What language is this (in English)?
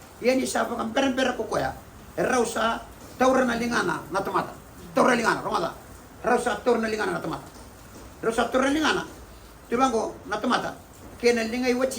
Fijian